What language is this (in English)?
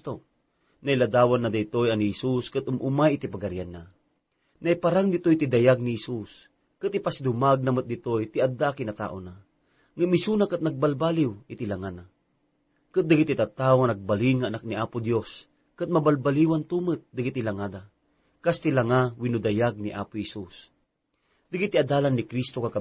Iloko